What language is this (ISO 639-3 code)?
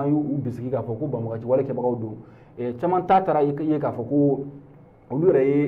bam